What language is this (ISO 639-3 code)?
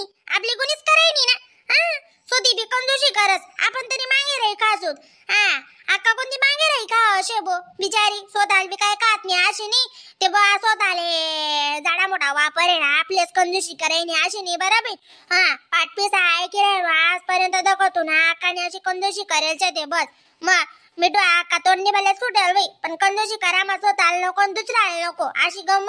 khn